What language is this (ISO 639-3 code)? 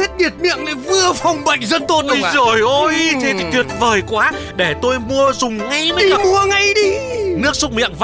vie